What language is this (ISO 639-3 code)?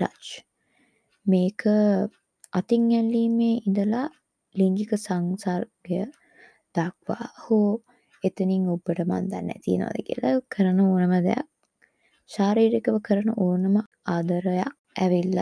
sin